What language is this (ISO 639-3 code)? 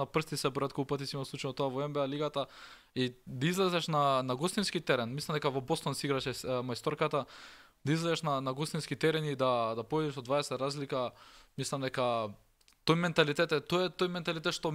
mkd